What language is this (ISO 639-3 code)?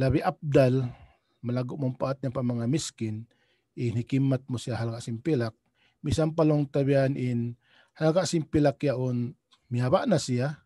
tsg